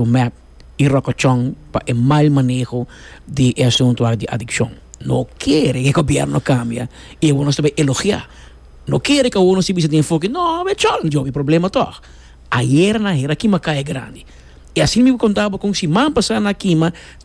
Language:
Papiamento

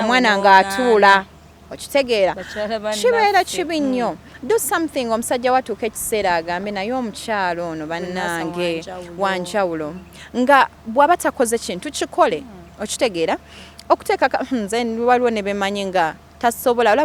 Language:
Ganda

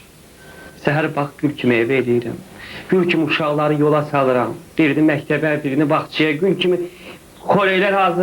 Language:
Azerbaijani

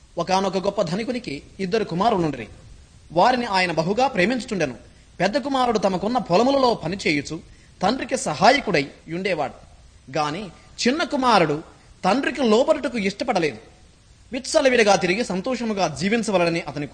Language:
Telugu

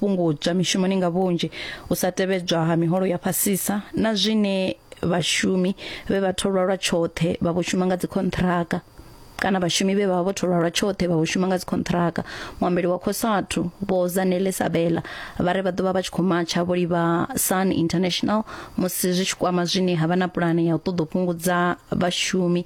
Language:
Venda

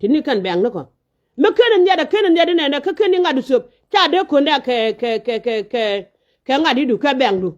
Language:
Nuer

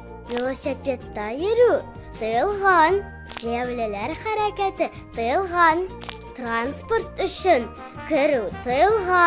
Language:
Tatar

